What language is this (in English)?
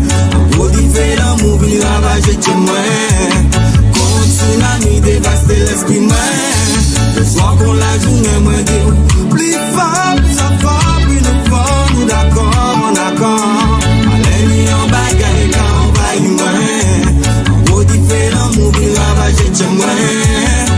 Guadeloupean Creole French